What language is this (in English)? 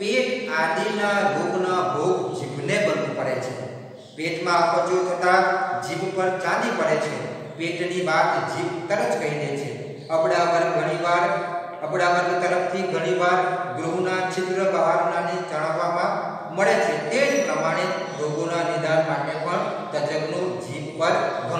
Gujarati